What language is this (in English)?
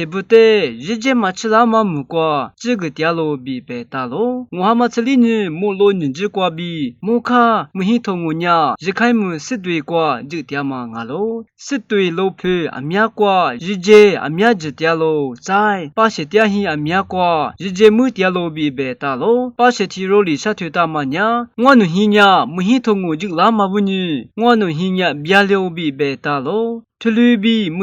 Lisu